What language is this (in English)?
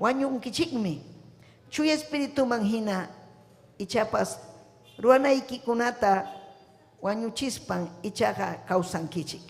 Ayacucho Quechua